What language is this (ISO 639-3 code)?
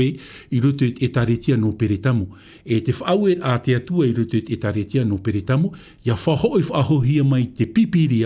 tah